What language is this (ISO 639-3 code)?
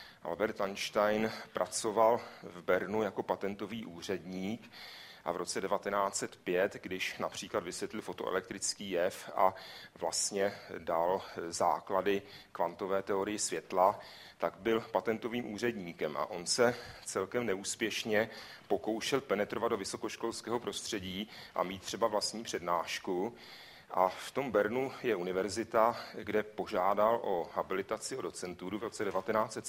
ces